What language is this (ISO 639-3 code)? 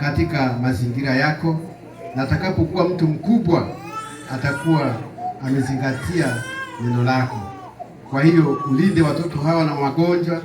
swa